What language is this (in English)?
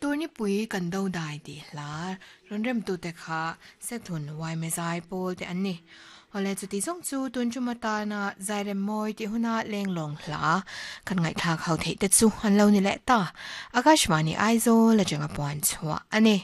Mizo